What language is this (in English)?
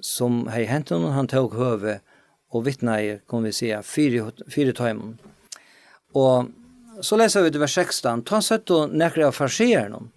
Faroese